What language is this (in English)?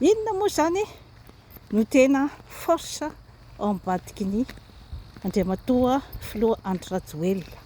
Malagasy